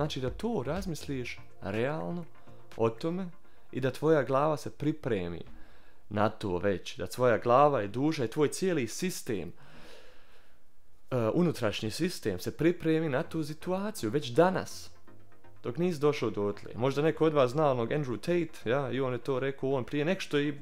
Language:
Bosnian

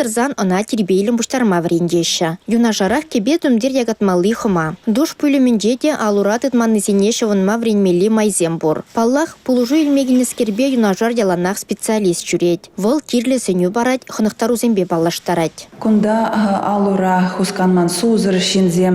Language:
Chuvash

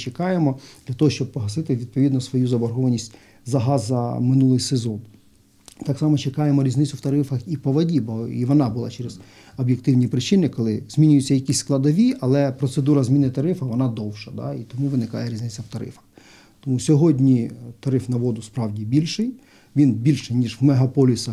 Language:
Ukrainian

